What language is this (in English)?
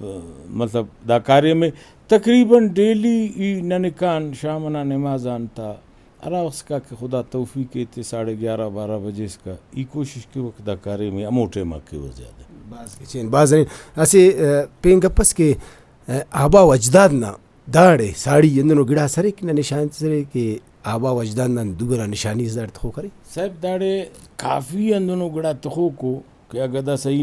Brahui